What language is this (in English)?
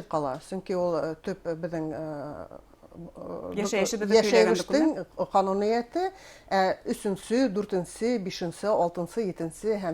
Bashkir